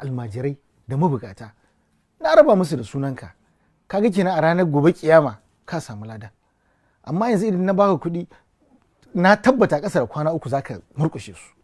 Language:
Hausa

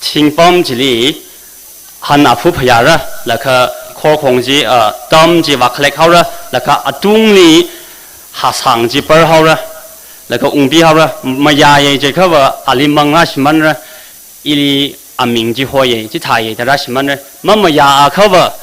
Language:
Tangkhul Naga (India)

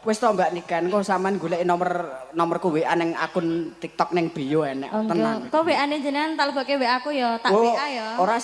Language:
Javanese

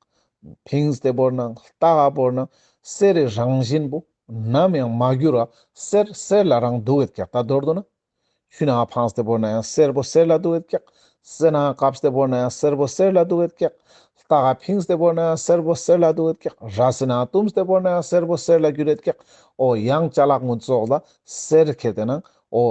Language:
Ladakhi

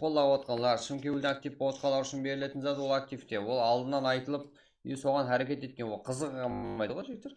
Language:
Kara-Kalpak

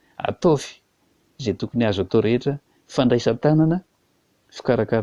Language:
Malagasy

